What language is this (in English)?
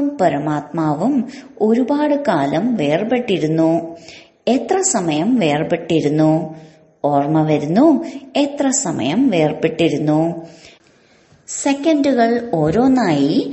Malayalam